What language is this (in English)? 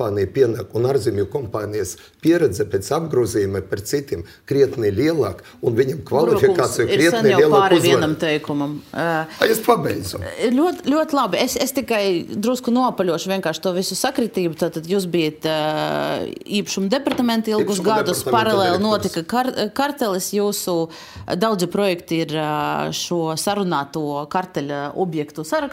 Latvian